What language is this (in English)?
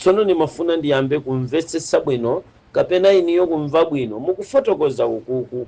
Nyanja